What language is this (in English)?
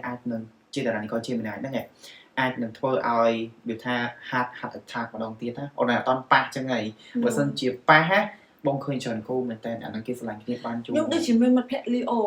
Khmer